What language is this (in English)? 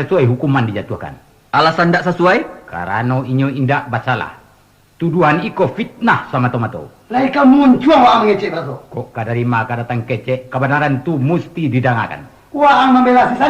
Minangkabau